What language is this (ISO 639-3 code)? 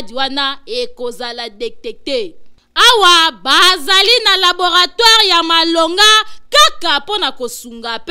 lin